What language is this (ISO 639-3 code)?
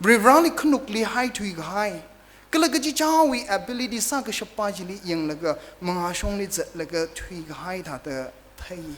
nmf